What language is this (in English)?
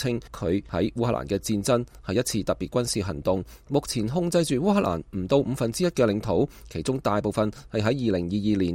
Cantonese